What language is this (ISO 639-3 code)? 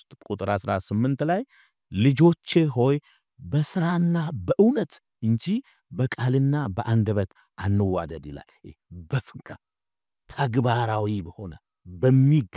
amh